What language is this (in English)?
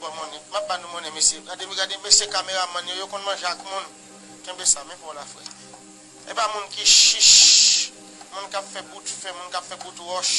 Haitian Creole